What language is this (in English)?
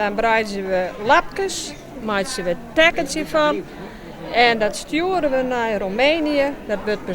Western Frisian